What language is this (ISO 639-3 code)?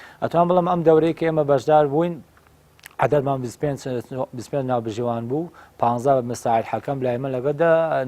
ckb